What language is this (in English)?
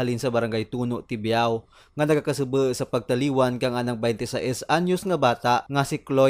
Kinaray-a